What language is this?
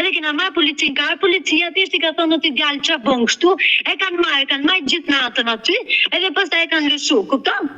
Albanian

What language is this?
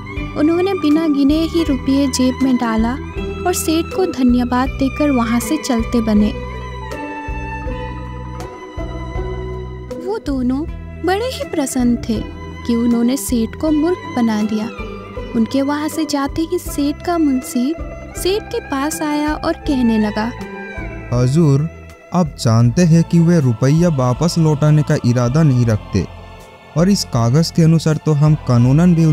Hindi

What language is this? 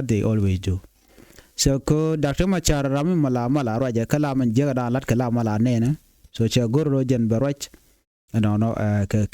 Nuer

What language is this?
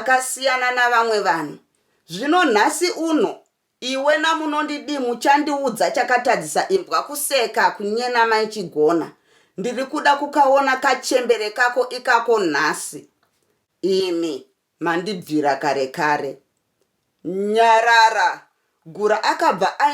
Shona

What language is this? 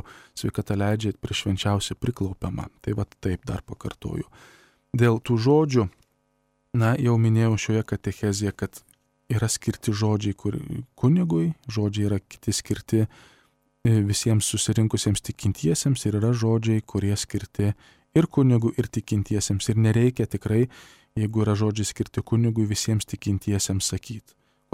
Lithuanian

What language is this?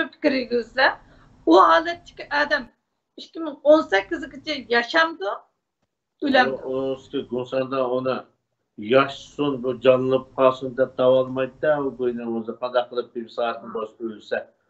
Uyghur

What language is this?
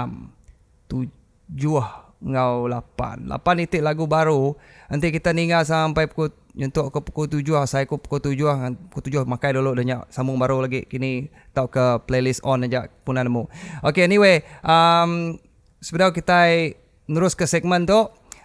Iban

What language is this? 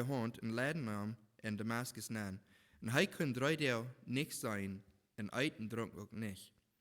Plautdietsch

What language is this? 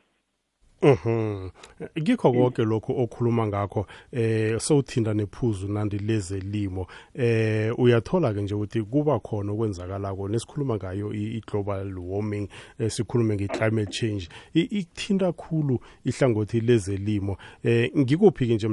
South Ndebele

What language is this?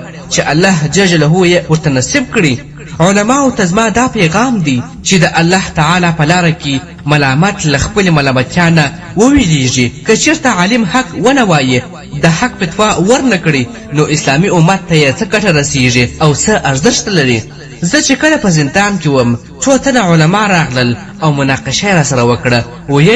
Pashto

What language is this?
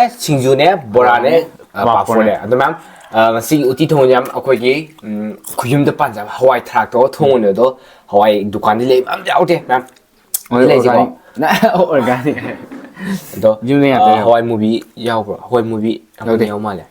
Manipuri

